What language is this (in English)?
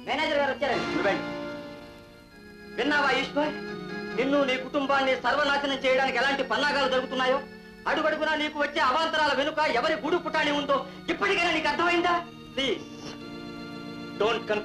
Telugu